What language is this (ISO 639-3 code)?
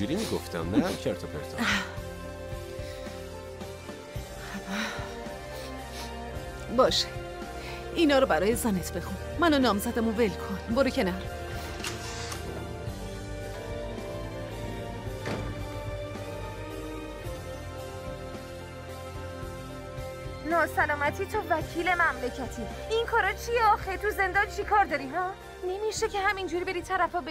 fas